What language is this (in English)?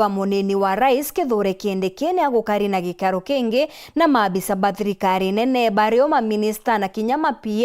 Meru